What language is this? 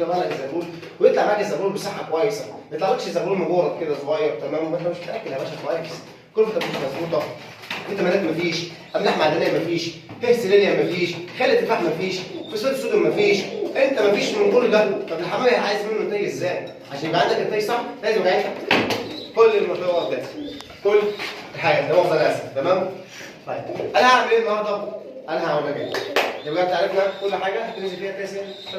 Egyptian Arabic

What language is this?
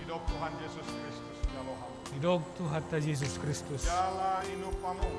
Batak Toba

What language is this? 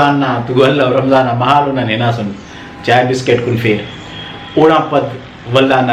Brahui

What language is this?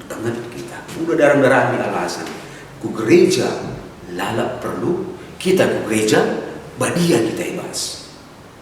Batak Karo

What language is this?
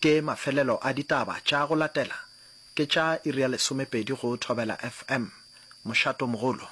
Northern Sotho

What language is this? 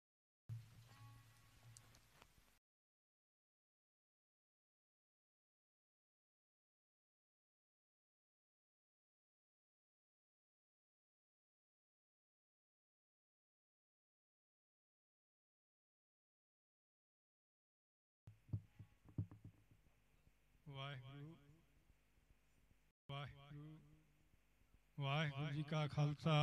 Punjabi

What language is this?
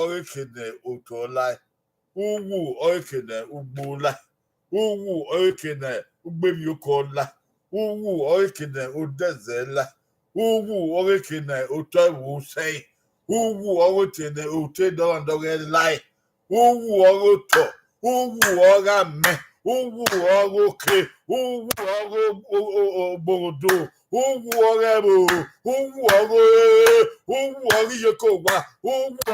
Bini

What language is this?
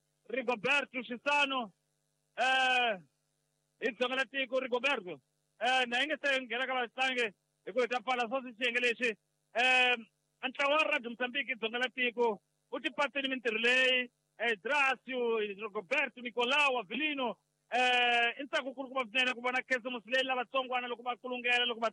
Tsonga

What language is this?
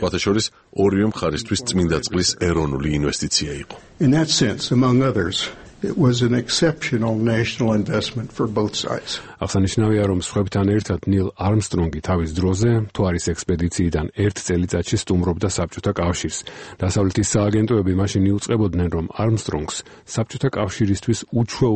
Georgian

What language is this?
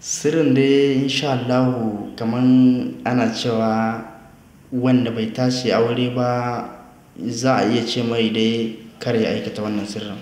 Hausa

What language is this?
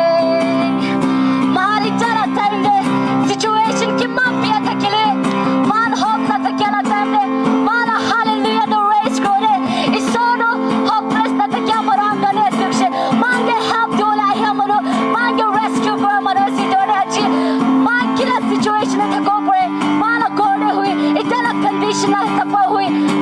Naga Pidgin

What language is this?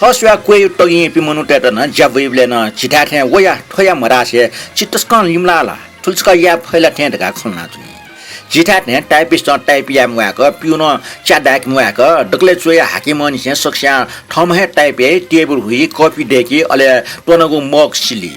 Newari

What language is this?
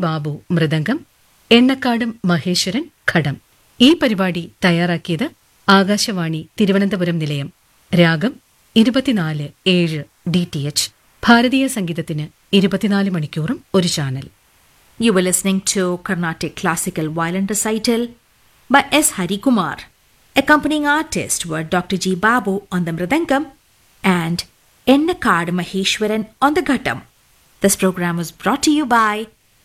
Malayalam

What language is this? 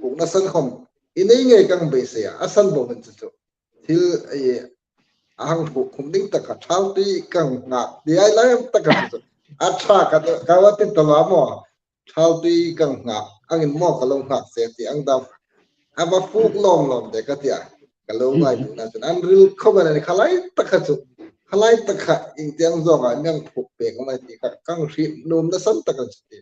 Hmar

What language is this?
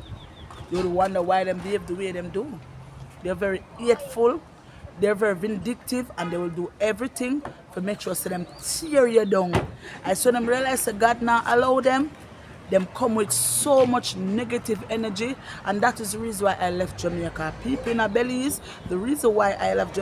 Jamaican Creole English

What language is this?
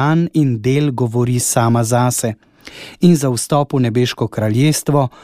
Slovenian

